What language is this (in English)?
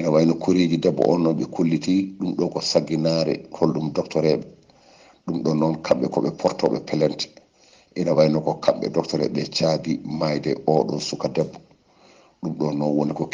Fula